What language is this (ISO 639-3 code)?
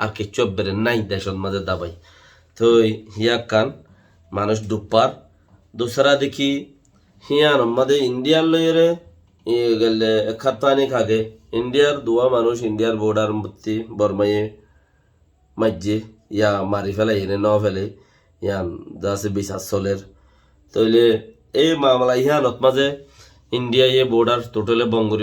rhg